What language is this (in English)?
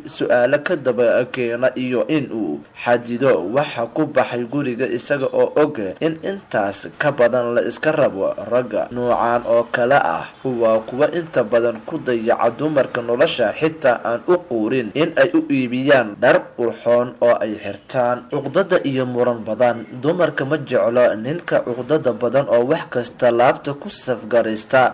Somali